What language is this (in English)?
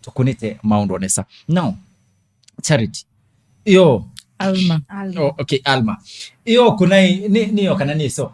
Kamba